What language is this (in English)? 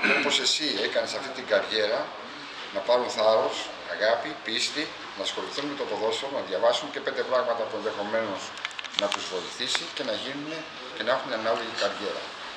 Greek